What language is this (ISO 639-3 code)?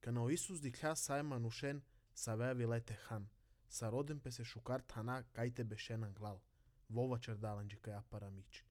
srp